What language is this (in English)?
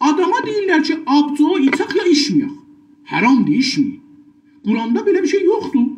South Azerbaijani